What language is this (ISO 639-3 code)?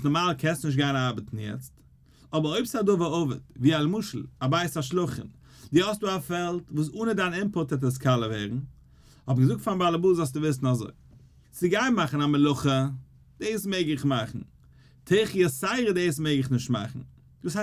yid